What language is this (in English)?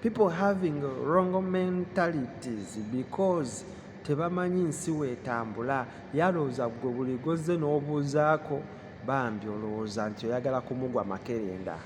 Ganda